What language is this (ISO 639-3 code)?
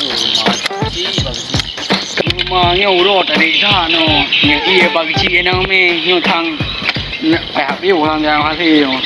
ace